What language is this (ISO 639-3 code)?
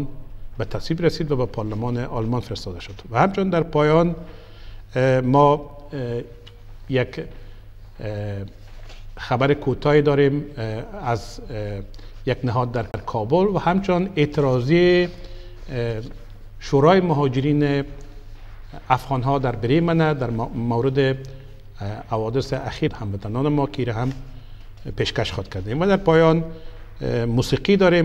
fas